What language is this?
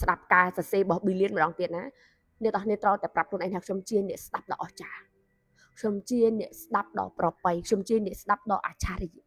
Khmer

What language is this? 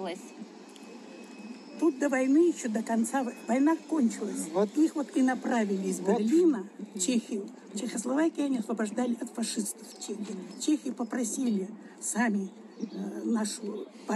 Russian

